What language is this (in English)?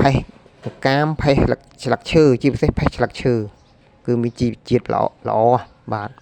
Khmer